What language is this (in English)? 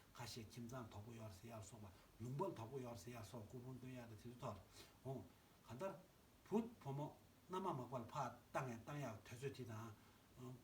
Tibetan